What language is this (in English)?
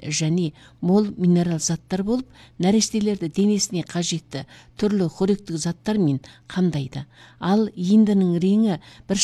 Kazakh